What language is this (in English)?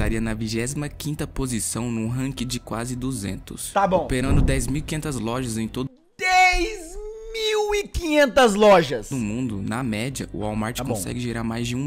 Portuguese